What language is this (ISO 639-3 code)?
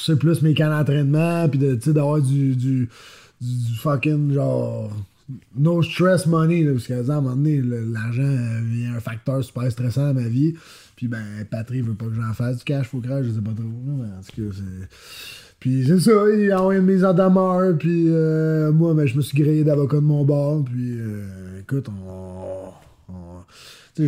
fra